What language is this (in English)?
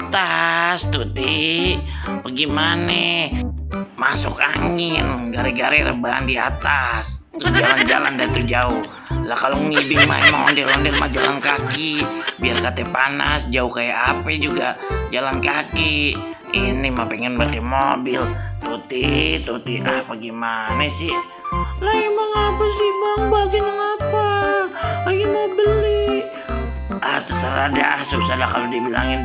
Betawi